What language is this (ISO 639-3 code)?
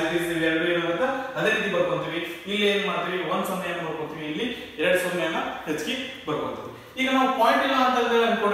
kan